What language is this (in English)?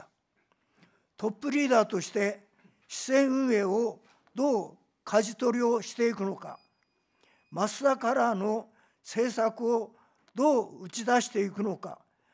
Japanese